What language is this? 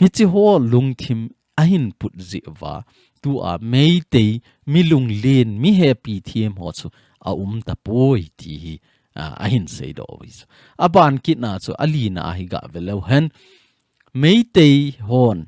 Thado Chin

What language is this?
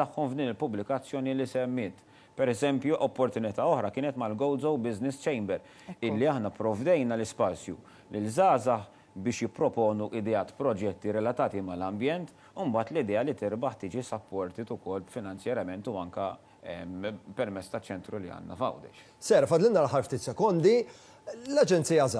Maltese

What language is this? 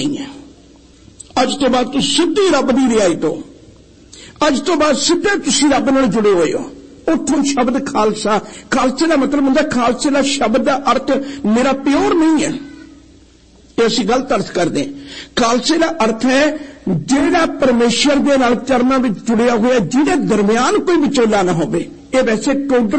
Punjabi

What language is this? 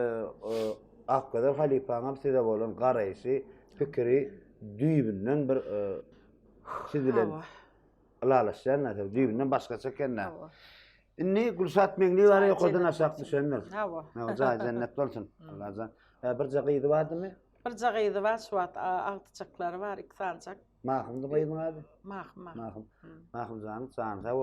Turkmen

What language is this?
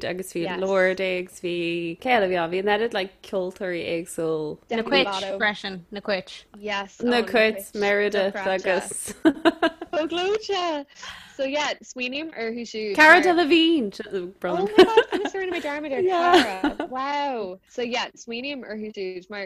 Irish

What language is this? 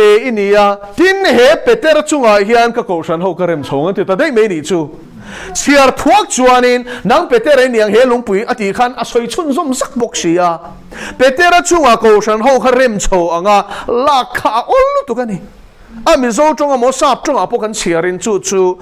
Mizo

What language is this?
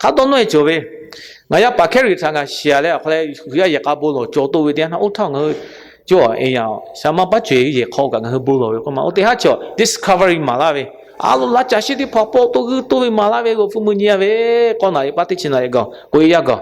Lahu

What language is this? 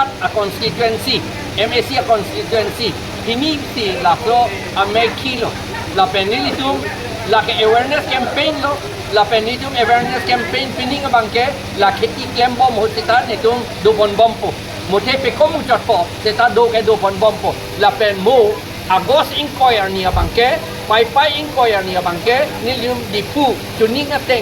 Karbi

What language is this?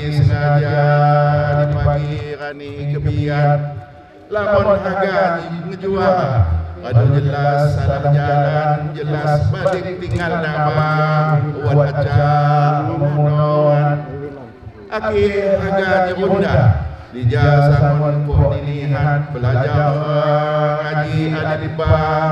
Lampung Api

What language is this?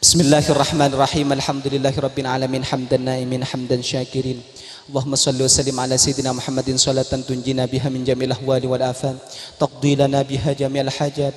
Madurese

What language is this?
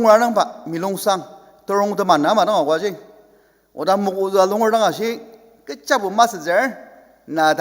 Ao Naga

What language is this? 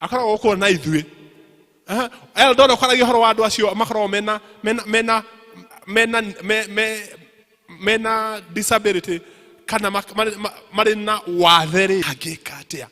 Kikuyu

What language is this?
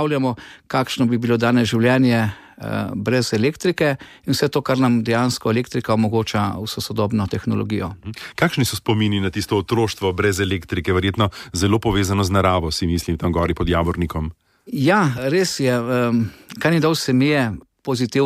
Slovenian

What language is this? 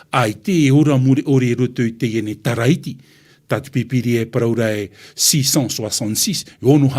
Tahitian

